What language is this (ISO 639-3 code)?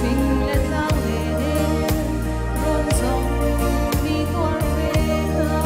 cnh